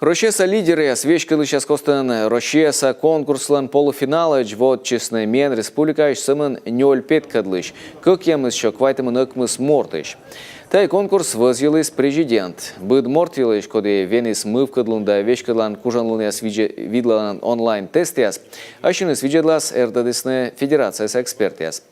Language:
Komi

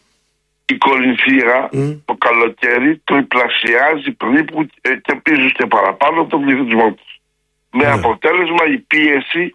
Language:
Greek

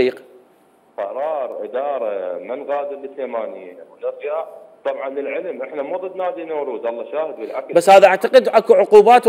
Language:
Mesopotamian Arabic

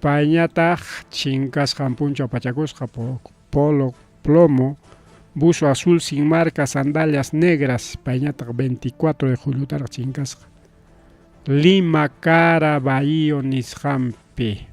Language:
Ayacucho Quechua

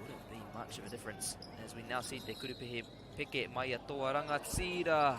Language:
Māori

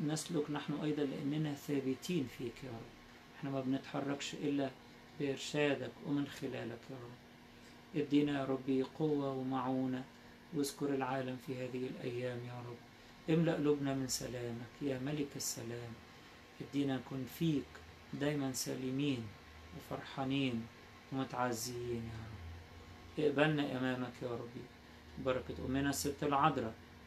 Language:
Egyptian Arabic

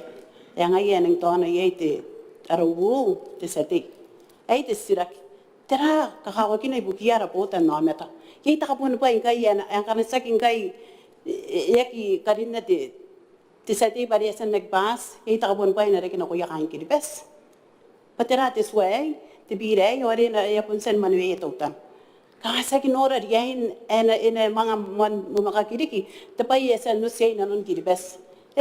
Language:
Gilbertese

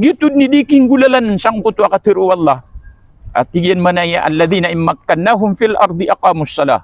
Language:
Maranao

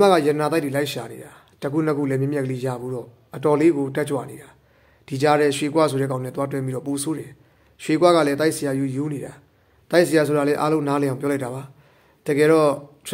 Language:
Burmese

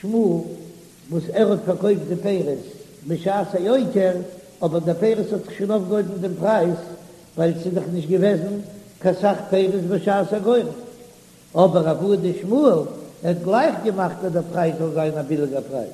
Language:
Yiddish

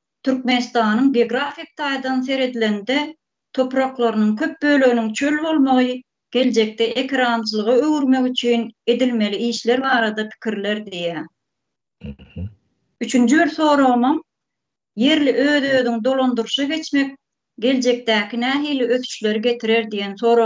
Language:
Turkmen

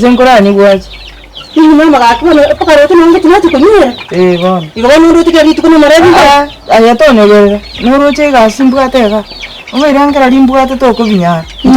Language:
Gusii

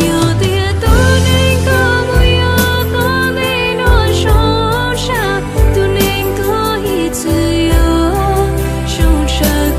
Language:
Hmong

